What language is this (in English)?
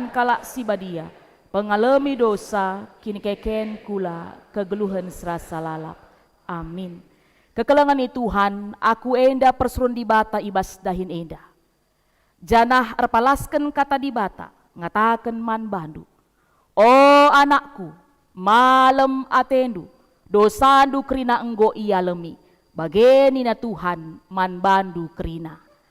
Batak Karo